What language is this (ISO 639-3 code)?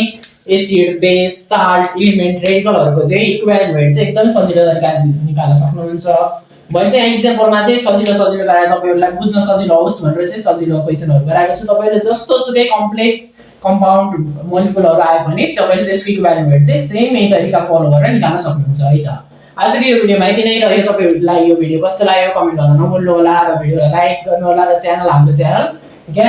nep